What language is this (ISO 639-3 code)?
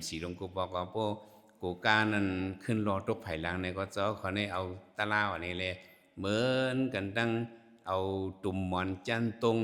shn